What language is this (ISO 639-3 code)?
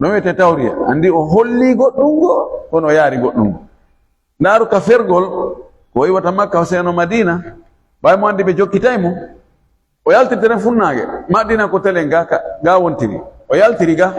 ful